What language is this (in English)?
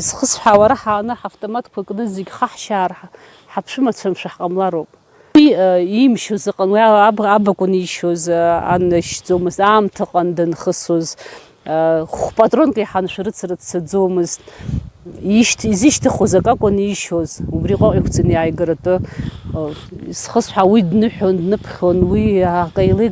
Abkhazian